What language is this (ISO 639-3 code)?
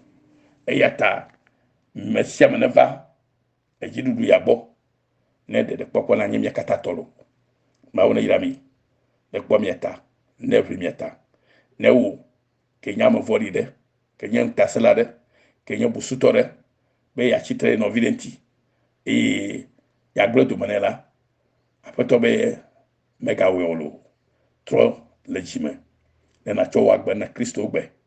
ewe